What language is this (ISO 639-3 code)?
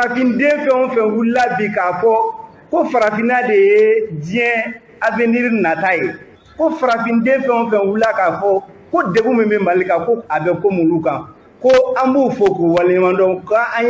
bam